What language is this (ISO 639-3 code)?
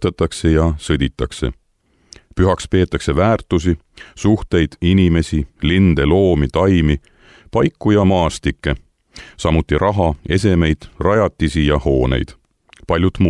est